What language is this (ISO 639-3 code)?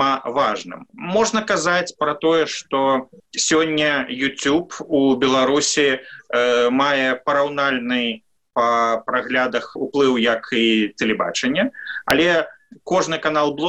bel